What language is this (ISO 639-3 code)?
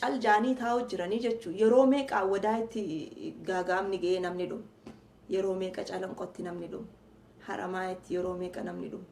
orm